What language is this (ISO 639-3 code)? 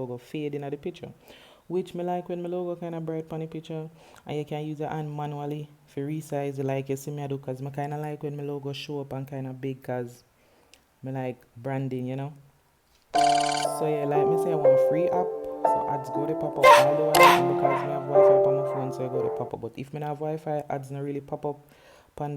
jam